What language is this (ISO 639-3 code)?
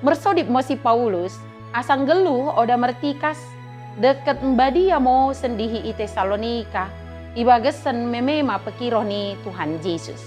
btd